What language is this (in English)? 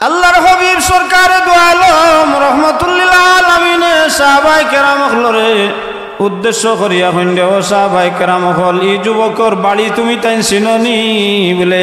Sylheti